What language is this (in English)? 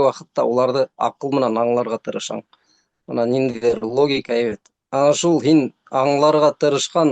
Bashkir